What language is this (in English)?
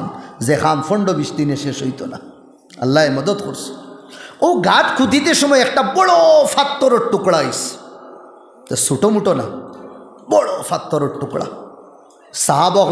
Sylheti